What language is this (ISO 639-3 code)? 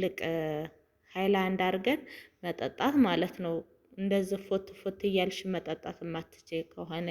amh